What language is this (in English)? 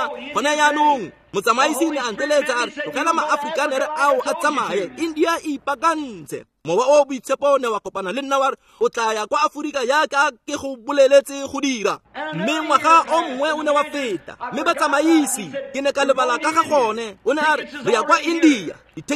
Tswana